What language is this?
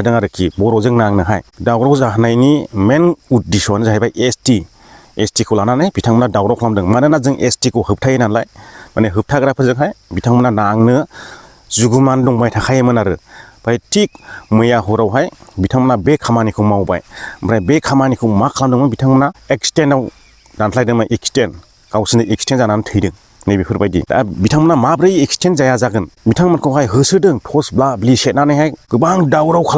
Bodo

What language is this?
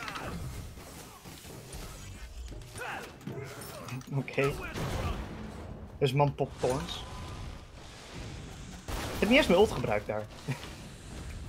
Dutch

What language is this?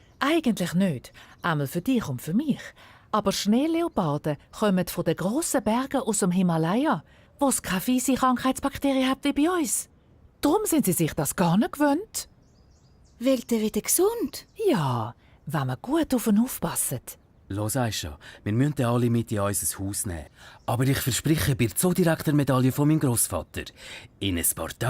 Swiss German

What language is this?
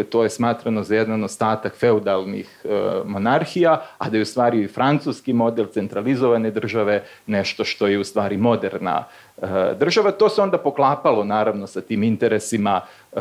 Serbian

